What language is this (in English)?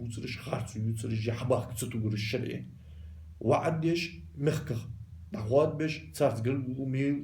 Ingush